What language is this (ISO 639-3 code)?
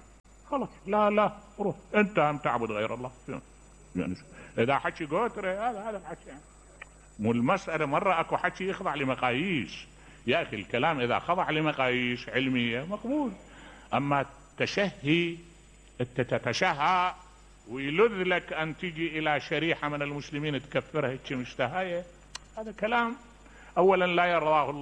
acm